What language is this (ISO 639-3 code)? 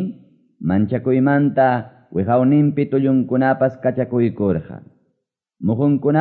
que